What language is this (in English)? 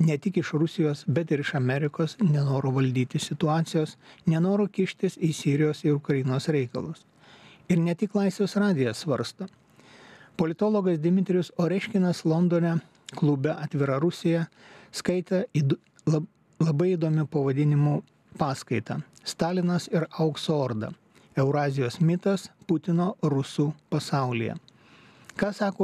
Lithuanian